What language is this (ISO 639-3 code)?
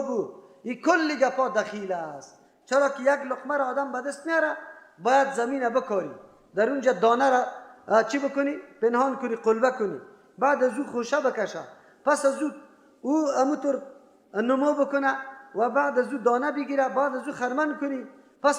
fas